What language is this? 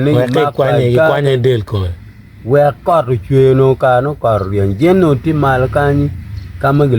Acoli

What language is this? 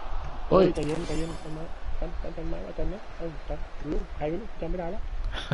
Thai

